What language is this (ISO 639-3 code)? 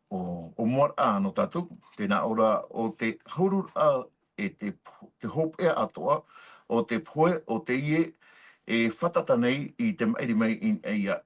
tah